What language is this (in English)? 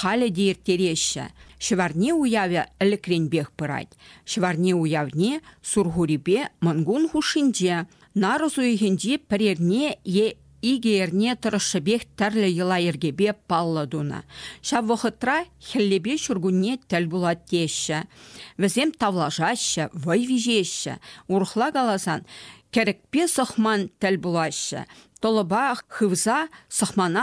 Chuvash